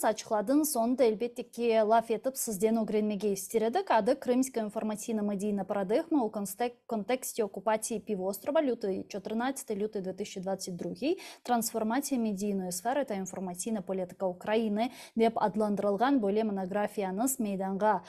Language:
Crimean Tatar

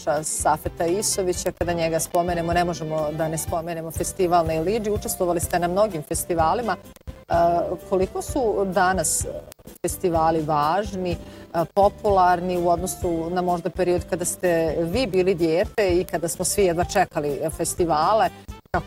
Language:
Bosnian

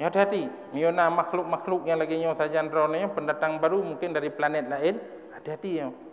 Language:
Achinese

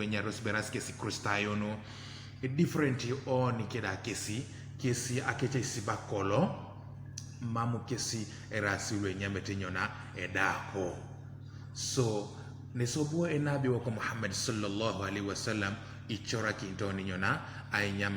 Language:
Teso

